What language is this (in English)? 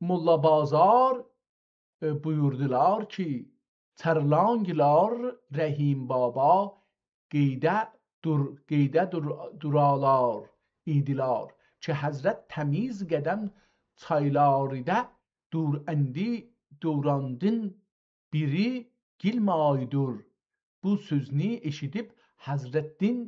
South Azerbaijani